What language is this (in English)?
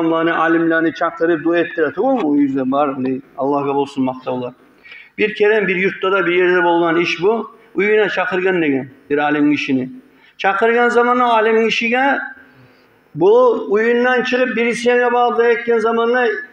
Kumyk